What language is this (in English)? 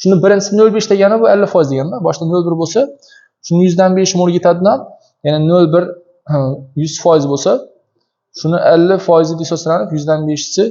Uzbek